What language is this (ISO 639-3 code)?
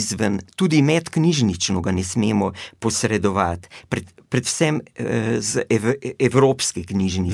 slv